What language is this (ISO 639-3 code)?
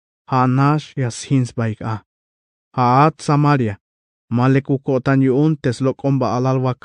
tzh